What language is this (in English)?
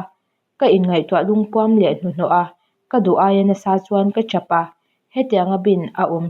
Mizo